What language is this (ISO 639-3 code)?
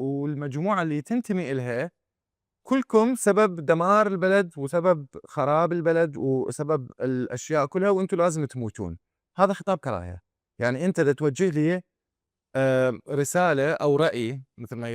acm